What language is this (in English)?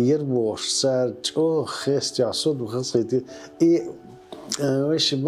Chechen